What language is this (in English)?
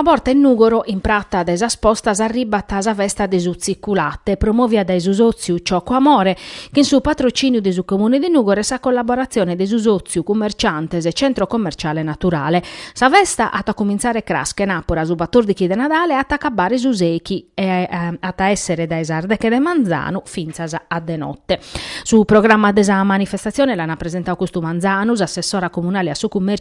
Sardinian